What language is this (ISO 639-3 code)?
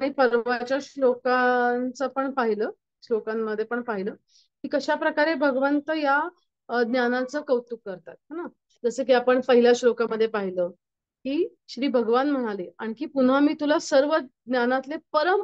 mar